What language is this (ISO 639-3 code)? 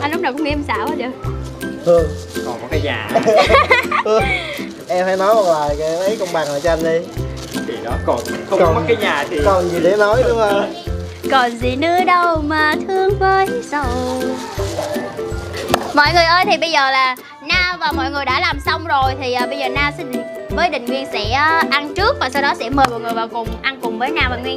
vie